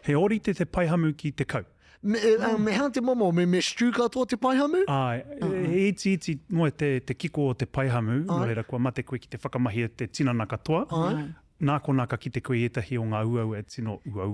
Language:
Māori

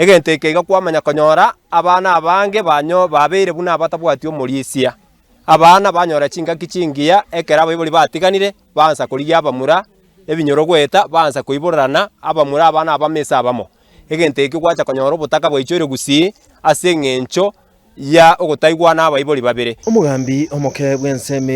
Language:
Gusii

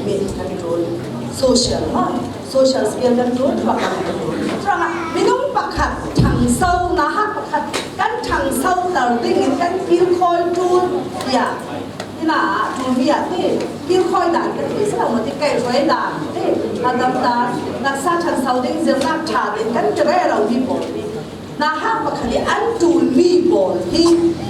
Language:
Falam Chin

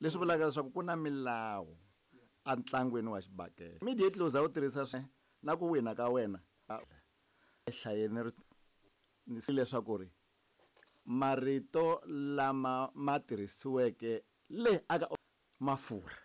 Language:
Tsonga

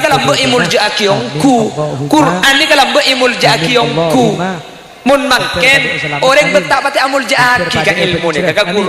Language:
Madurese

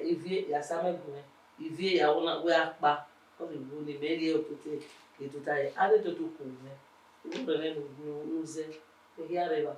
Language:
Bini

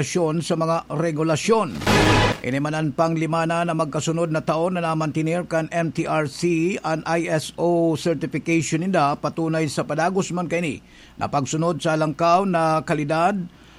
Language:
Bikol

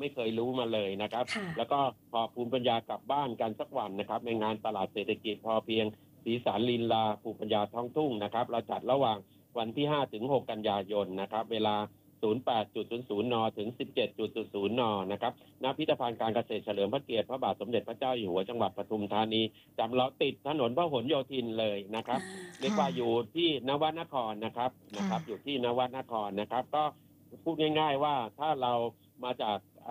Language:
Thai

